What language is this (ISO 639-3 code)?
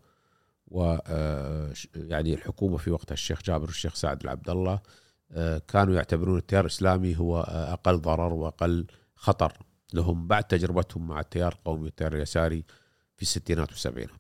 afb